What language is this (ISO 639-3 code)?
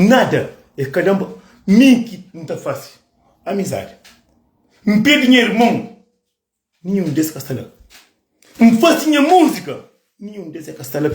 kea